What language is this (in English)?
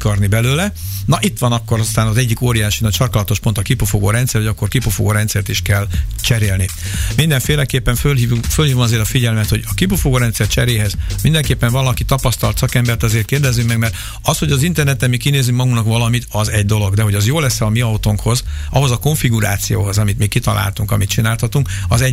Hungarian